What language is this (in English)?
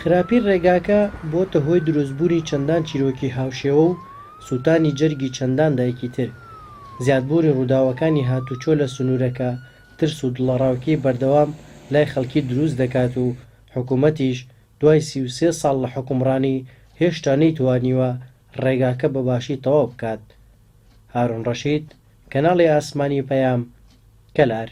Central Kurdish